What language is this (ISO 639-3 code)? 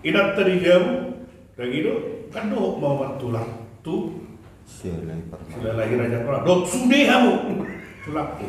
bbc